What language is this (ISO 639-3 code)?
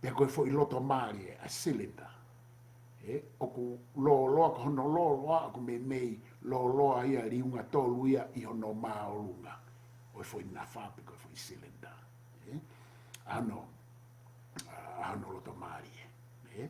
ton